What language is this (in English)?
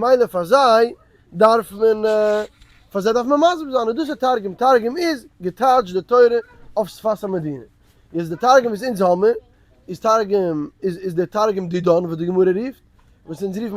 Yiddish